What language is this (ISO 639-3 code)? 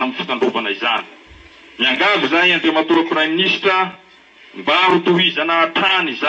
mlg